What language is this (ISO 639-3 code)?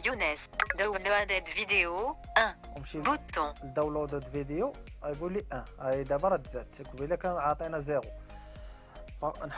ary